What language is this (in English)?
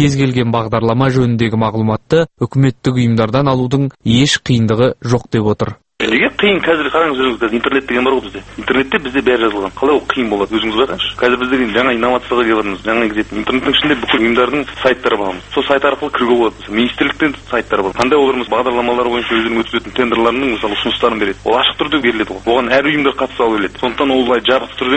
Kazakh